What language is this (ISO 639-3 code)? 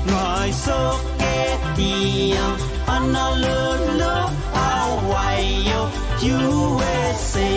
pon